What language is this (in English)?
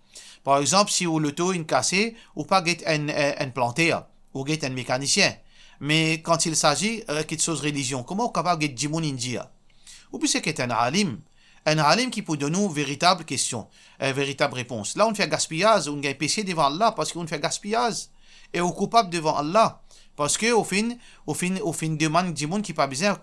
Morisyen